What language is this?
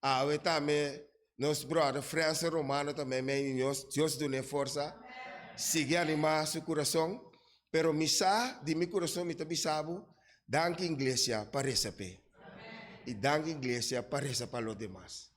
Papiamento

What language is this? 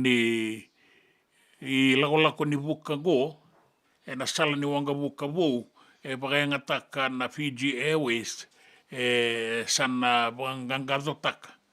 Fijian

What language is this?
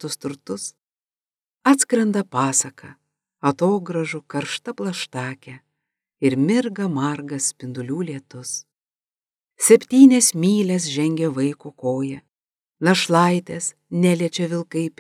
Lithuanian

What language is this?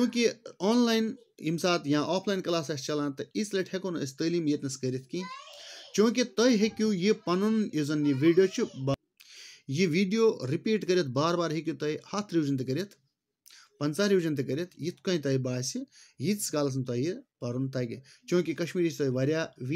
Kashmiri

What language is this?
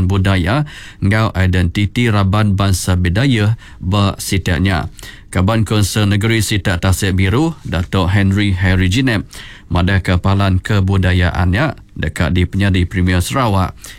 Iban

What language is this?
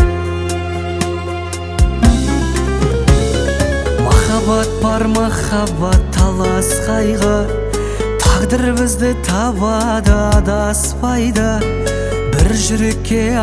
Kazakh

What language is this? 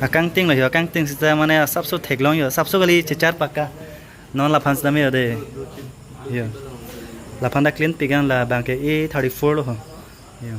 Karbi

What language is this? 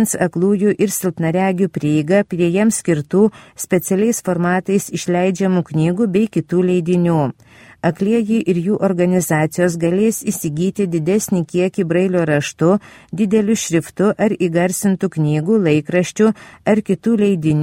Lithuanian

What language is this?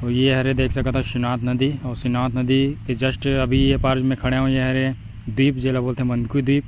Chhattisgarhi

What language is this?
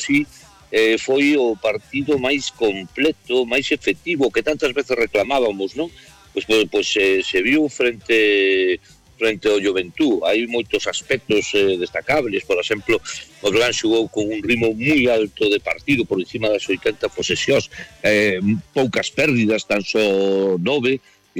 Galician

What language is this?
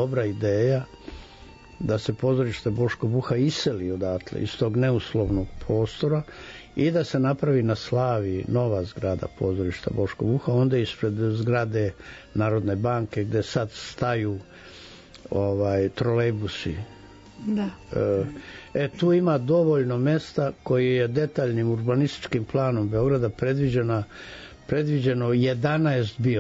Serbian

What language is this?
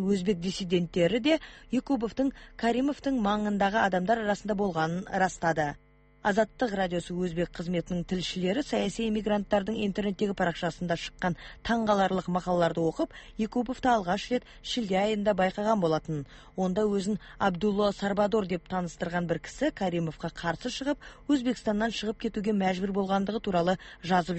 Kazakh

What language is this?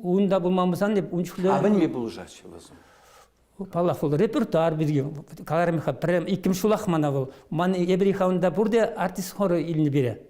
Chuvash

